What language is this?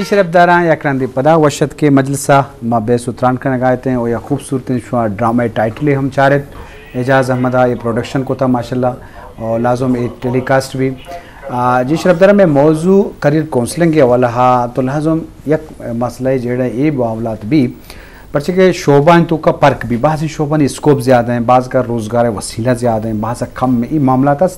Eastern Balochi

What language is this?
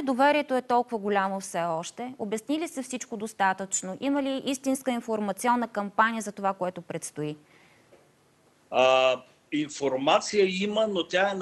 Bulgarian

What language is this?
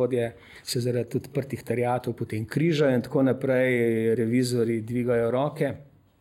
Slovenian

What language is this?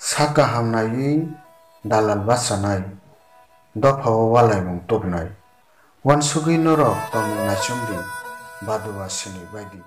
Kok Borok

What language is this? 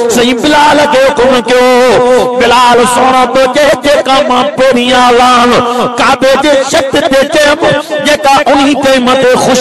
Sindhi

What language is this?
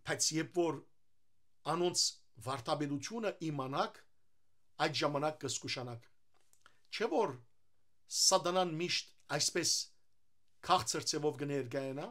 Western Armenian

